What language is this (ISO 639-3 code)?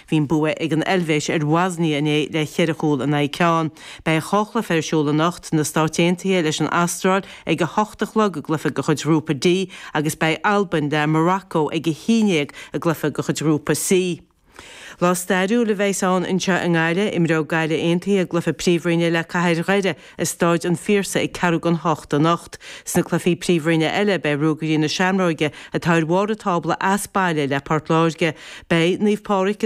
gle